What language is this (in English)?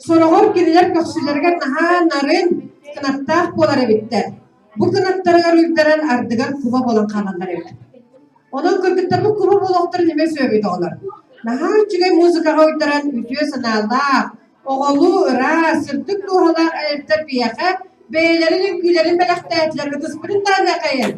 Yakut